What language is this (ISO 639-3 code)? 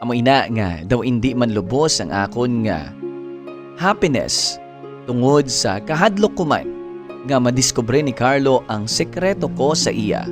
hil